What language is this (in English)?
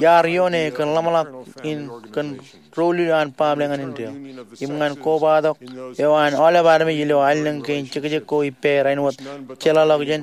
Marshallese